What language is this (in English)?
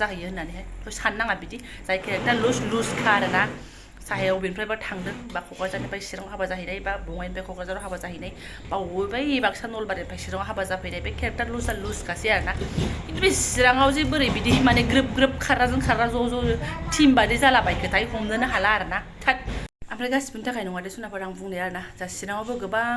Bodo